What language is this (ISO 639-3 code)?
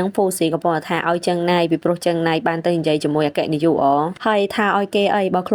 khm